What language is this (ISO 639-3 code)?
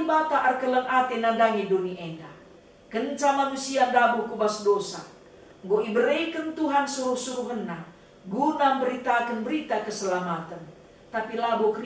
btx